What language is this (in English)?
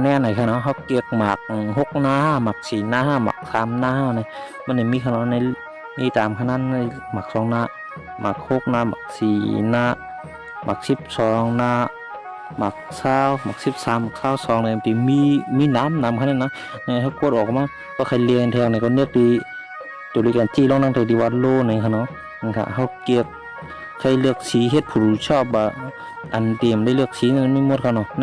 Shan